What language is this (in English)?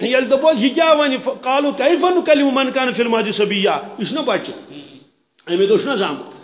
Kashmiri